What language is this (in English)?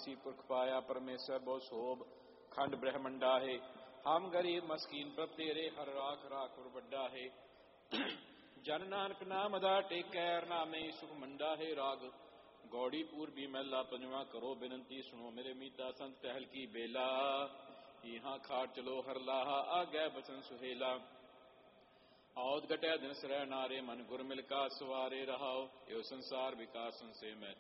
Punjabi